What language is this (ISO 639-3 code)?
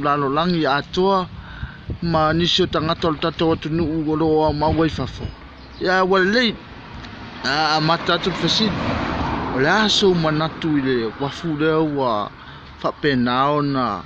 smo